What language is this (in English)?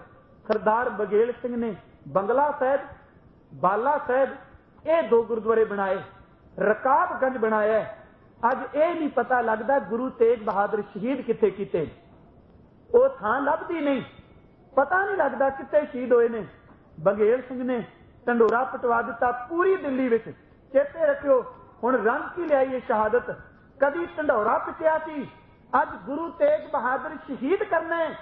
Punjabi